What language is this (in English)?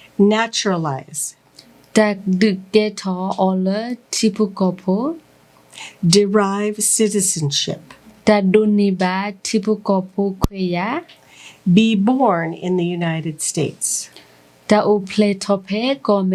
S'gaw Karen